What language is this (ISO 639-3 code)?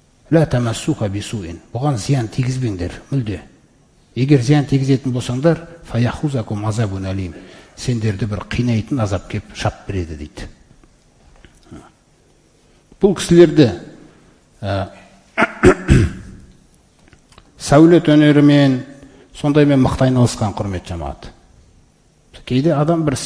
kaz